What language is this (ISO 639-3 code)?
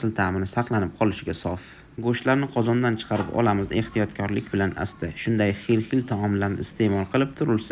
uzb